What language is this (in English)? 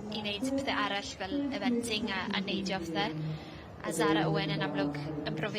Welsh